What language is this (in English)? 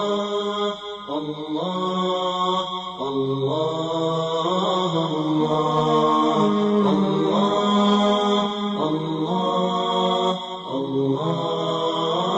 Bosnian